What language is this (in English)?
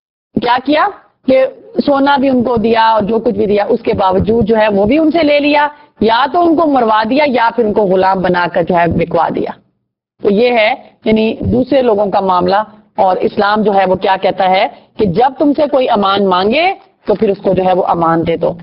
Urdu